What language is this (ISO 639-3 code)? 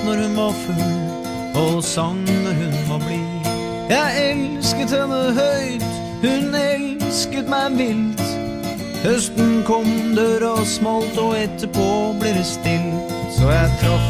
nor